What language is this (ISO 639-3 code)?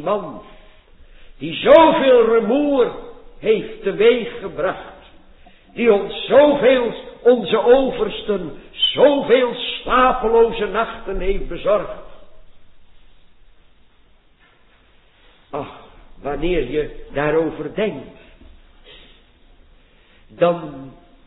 nld